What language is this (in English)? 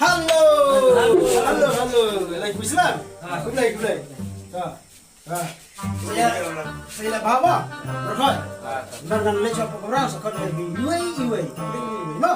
Khasi